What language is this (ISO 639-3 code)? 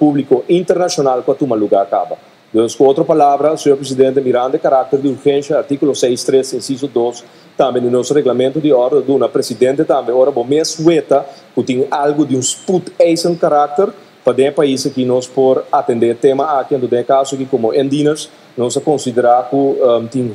pap